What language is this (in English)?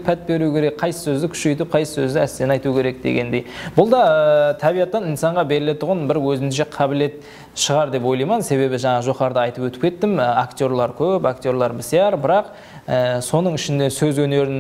Kara-Kalpak